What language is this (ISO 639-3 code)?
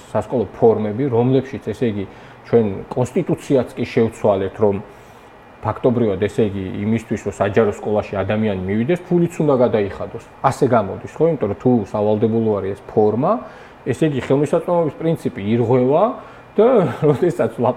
kat